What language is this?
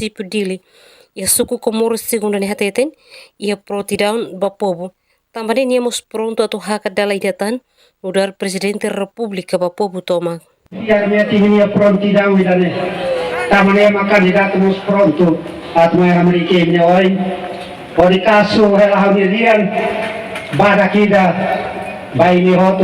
Tetum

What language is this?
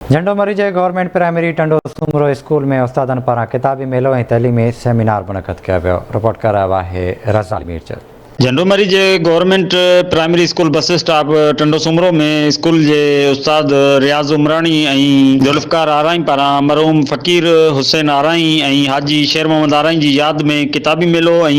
Sindhi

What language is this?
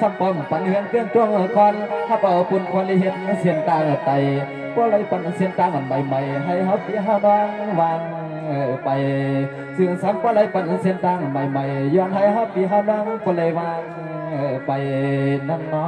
Shan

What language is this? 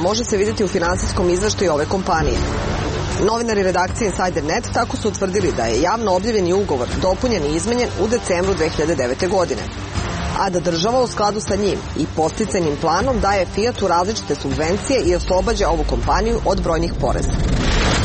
Serbian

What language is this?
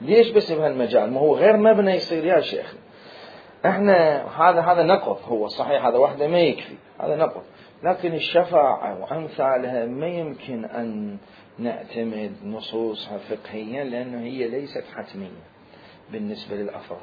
Mesopotamian Arabic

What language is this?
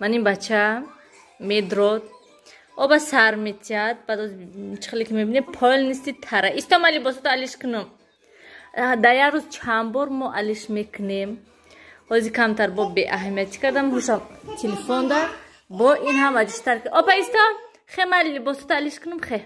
Tajik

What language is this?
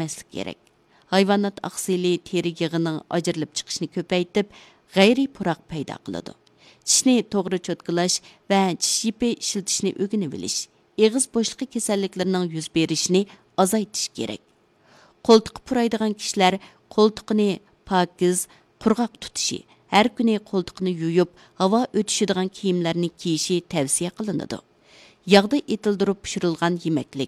Uyghur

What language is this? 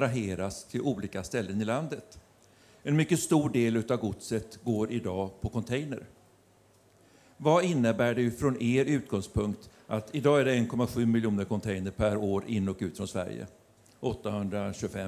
Swedish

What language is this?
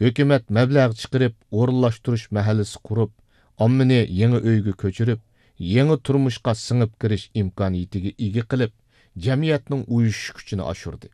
Uyghur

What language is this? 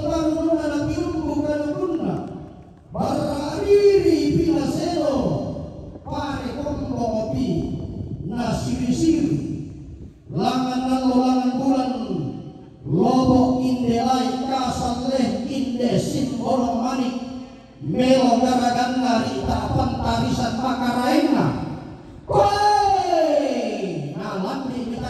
Toraja-Sa'dan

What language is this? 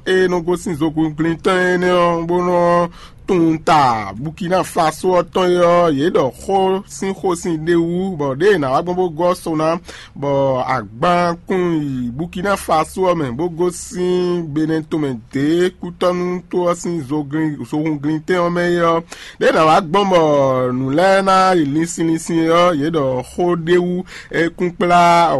Fon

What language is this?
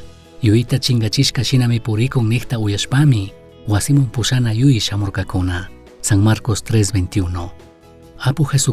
Chimborazo Highland Quichua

